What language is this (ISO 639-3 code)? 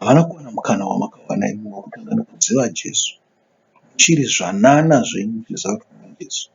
sna